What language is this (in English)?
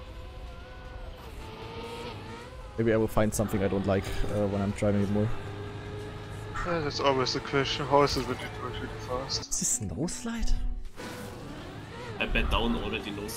English